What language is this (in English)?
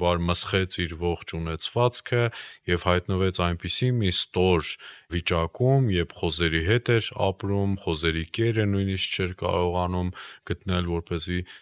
Armenian